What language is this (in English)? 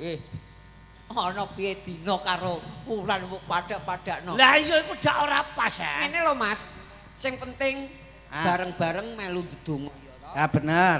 Javanese